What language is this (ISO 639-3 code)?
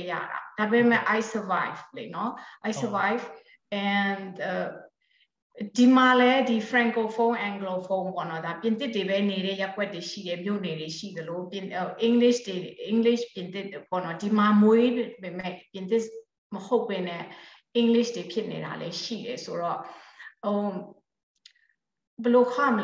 mya